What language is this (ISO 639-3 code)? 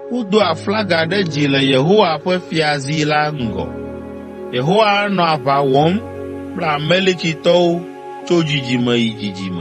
ewe